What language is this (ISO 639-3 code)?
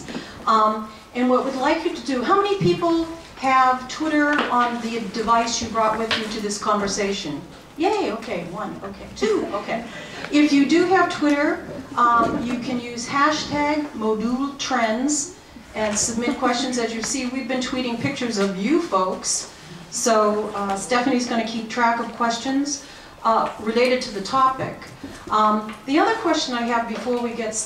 eng